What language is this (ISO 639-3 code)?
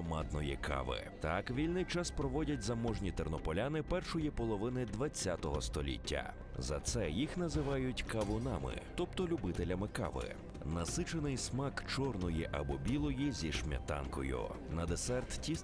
ukr